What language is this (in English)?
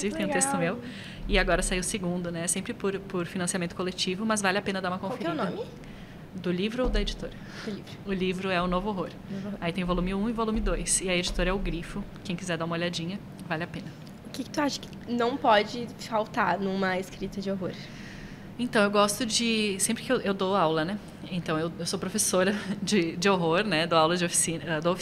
Portuguese